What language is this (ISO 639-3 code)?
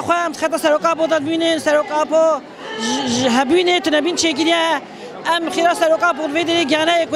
kur